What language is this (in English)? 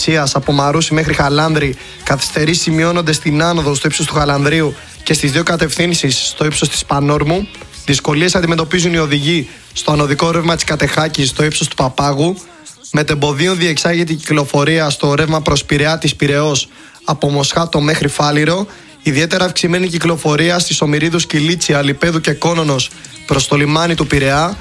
Greek